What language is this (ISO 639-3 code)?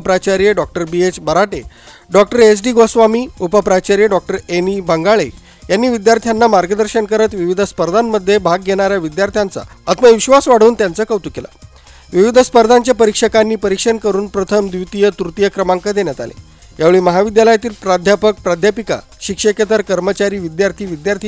mar